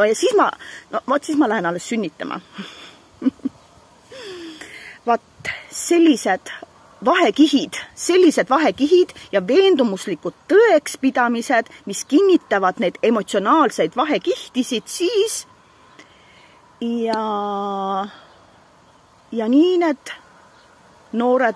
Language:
Estonian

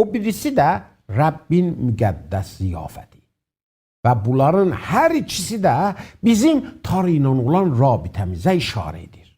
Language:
South Azerbaijani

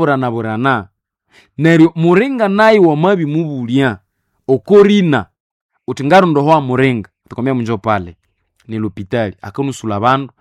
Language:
Nande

